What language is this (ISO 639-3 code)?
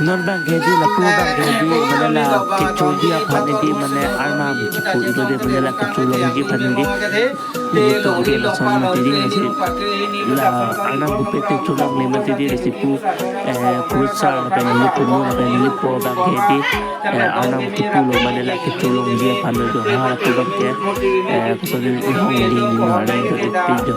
mjw